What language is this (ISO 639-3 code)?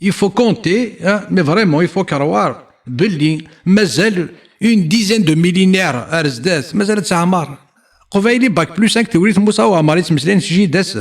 kab